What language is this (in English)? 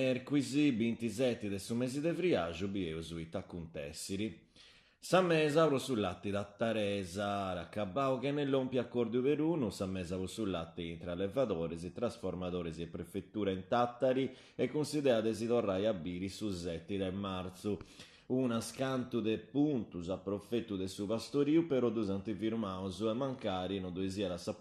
Sardinian